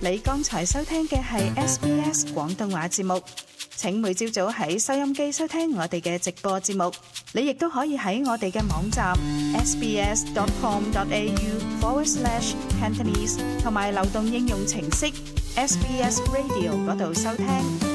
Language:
Cantonese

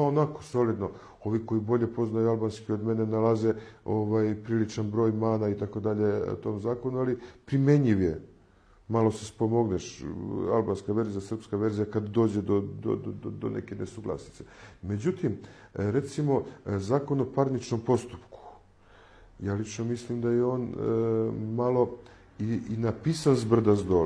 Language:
Serbian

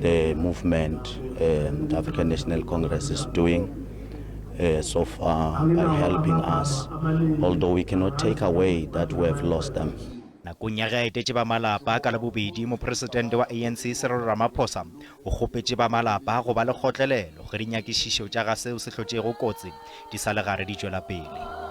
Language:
Northern Sotho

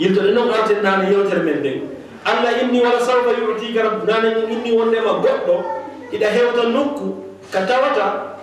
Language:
Fula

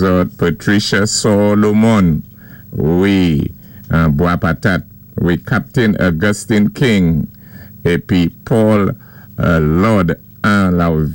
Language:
Saint Lucian Creole French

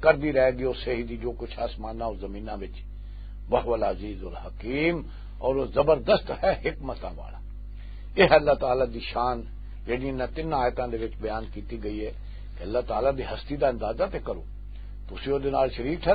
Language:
Western Panjabi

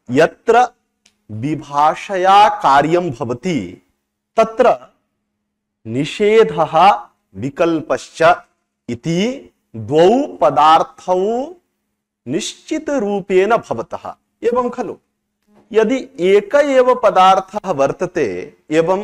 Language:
Sanskrit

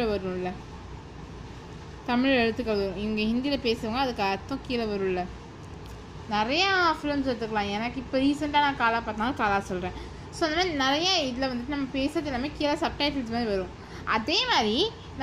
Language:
Tamil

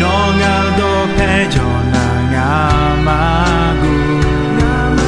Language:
Akha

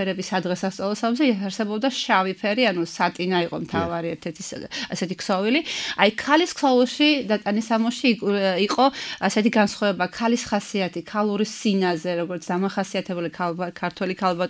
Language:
Georgian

